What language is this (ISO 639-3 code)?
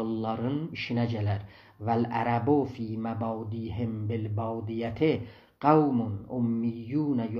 azb